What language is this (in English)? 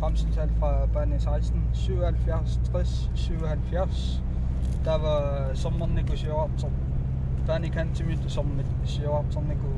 Kalaallisut